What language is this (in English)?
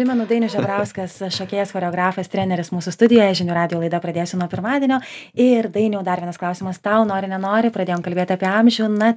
Lithuanian